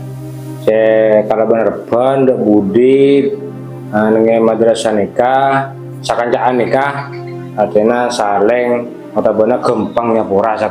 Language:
Madurese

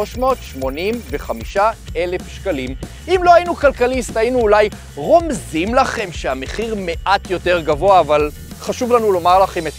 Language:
Hebrew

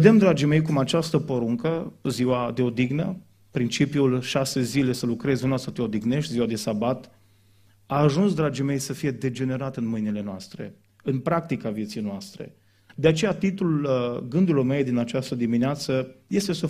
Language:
Romanian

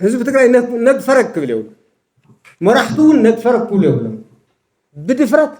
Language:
Tigrinya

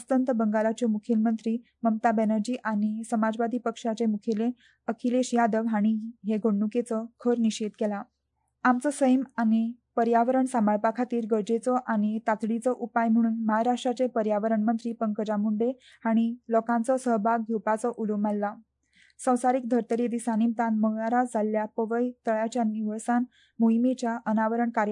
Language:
Konkani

